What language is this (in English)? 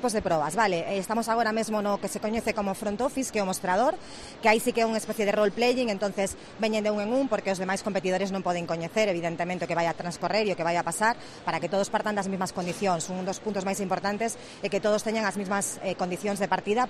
Galician